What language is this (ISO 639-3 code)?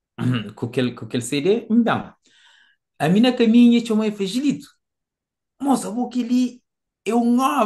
kea